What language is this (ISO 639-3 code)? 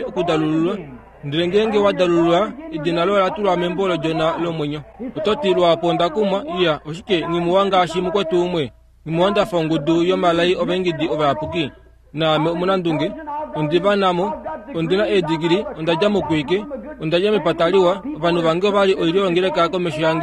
kua